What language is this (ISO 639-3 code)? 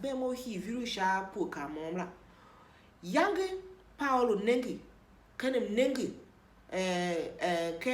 tiv